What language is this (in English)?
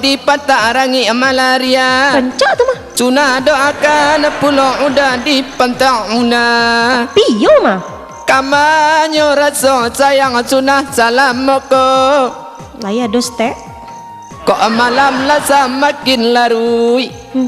Minangkabau